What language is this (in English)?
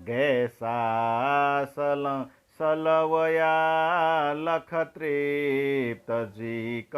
Newari